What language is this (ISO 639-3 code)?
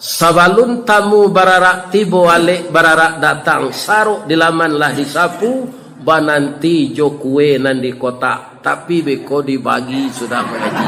min